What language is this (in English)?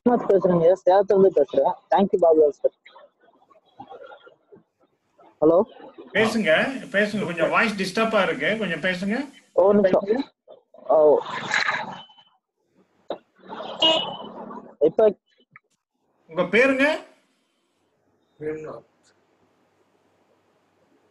Tamil